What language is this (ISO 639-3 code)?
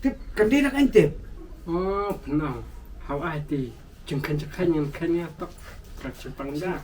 kha